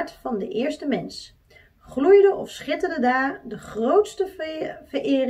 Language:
Dutch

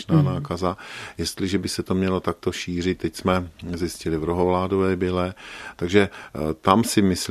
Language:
Czech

